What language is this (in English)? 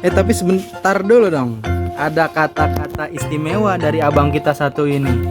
Betawi